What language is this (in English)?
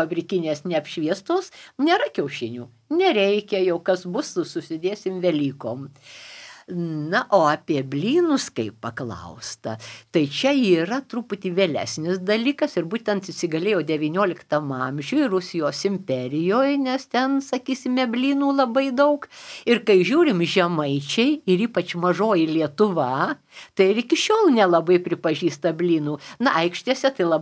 Lithuanian